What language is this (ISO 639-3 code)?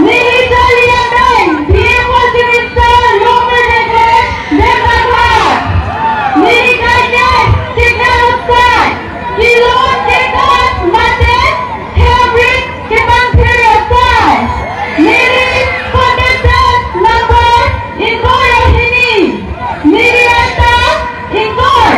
mjw